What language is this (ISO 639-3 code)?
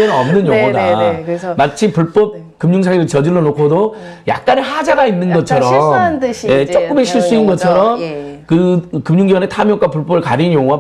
kor